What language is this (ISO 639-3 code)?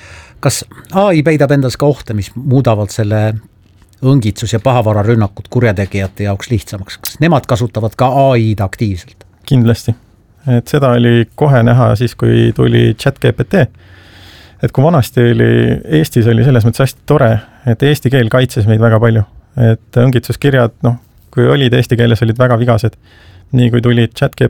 est